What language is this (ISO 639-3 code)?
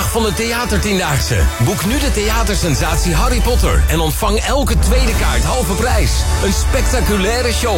nld